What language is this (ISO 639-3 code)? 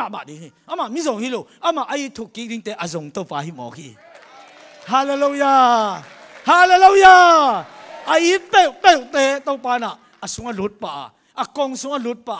ctd